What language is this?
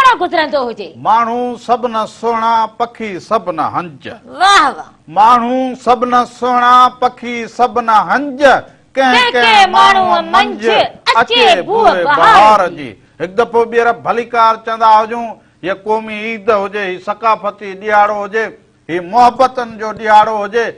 Sindhi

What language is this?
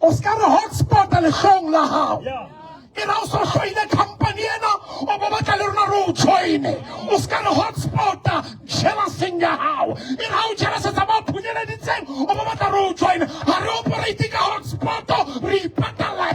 Southern Sotho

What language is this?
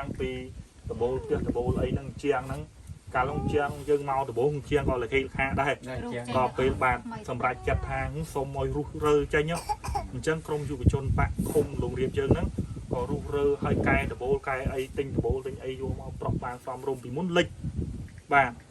Khmer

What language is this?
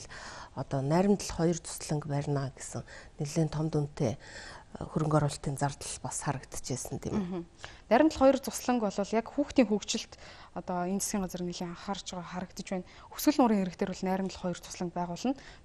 Mongolian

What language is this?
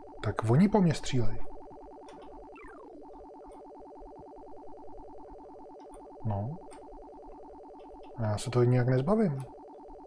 Czech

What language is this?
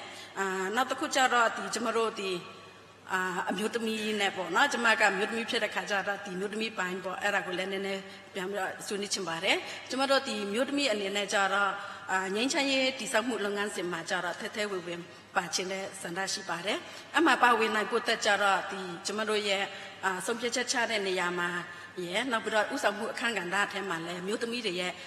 Burmese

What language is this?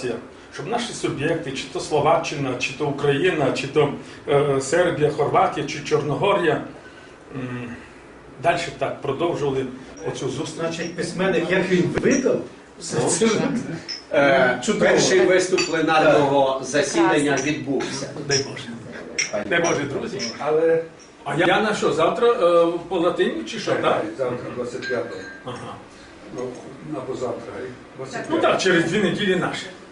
Rusyn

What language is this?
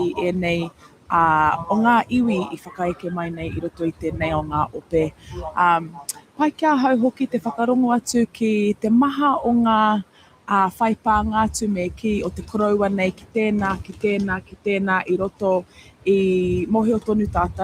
Māori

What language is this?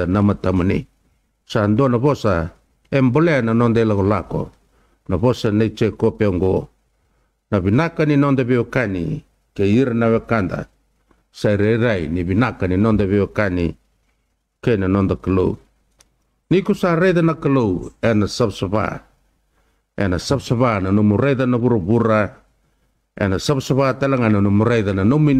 Fijian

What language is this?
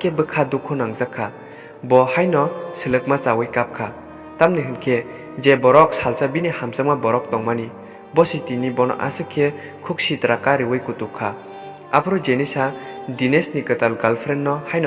Kok Borok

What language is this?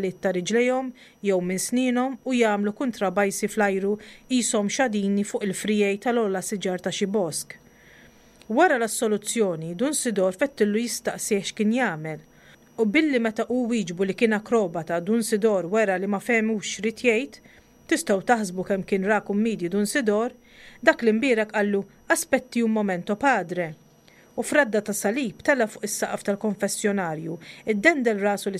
Maltese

